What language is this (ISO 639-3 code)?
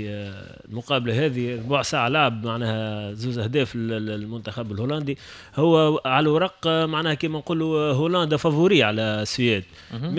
aeb